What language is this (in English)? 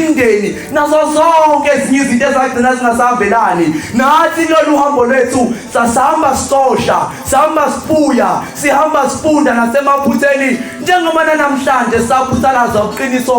Zulu